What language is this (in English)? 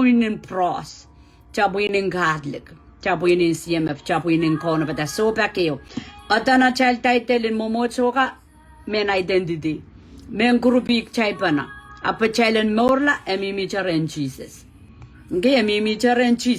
Pohnpeian